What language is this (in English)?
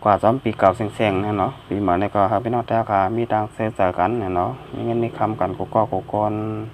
Shan